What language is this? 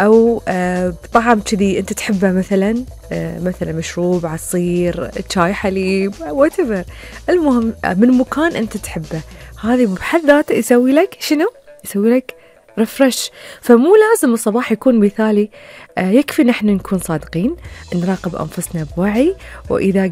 Gulf Arabic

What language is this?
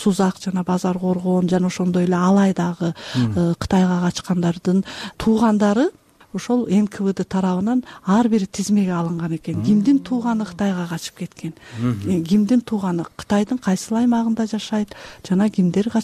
Kyrgyz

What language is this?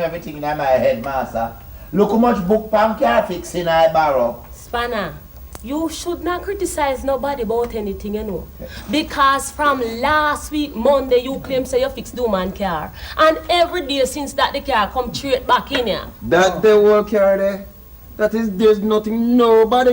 Jamaican Creole English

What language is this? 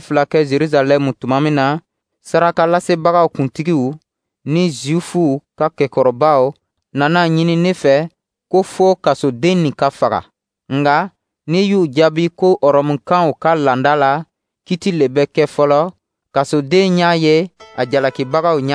Dyula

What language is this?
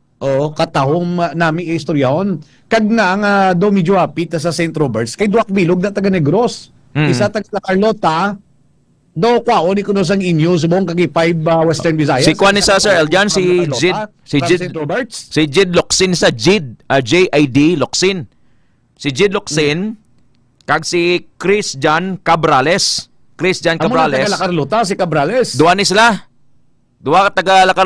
Hiligaynon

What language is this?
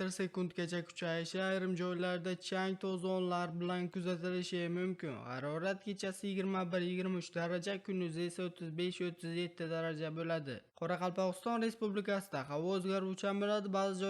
Uzbek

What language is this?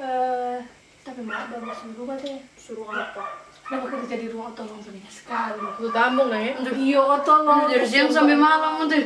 Manado Malay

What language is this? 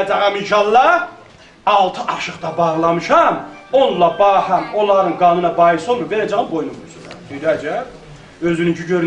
South Azerbaijani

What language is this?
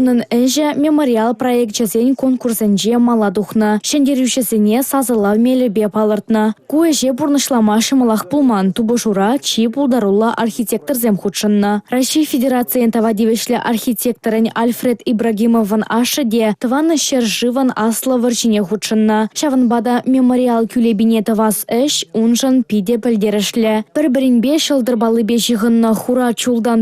Chuvash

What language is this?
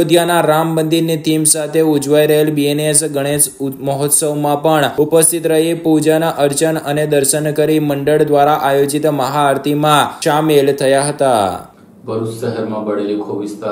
Gujarati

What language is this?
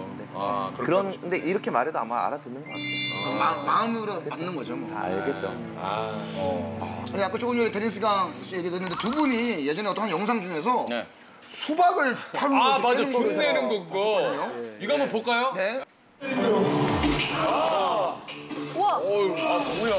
Korean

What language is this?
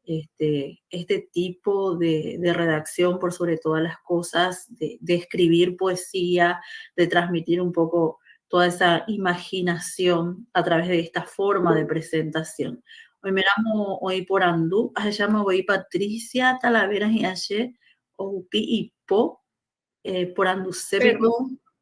Guarani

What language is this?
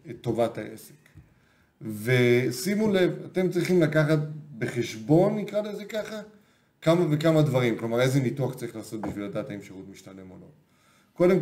Hebrew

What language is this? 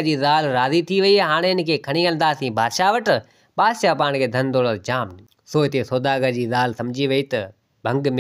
Sindhi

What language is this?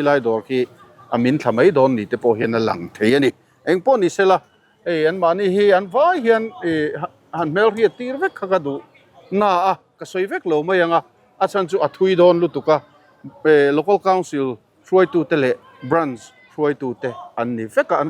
Mizo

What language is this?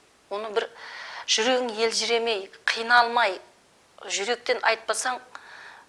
Kara-Kalpak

